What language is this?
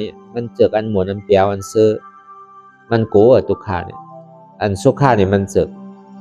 Shan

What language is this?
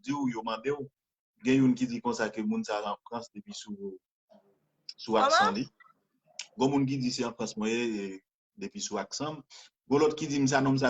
Haitian Creole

